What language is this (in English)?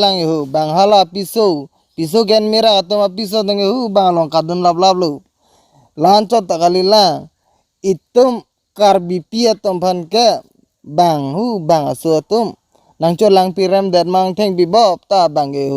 Karbi